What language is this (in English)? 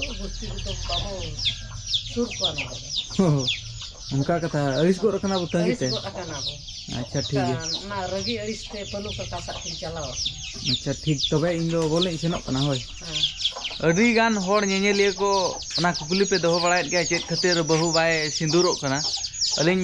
Santali